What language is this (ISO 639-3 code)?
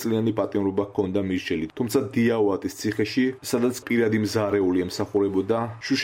kat